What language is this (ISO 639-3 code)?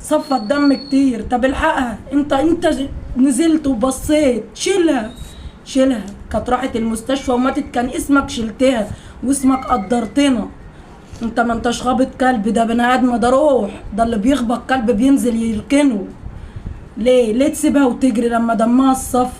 arz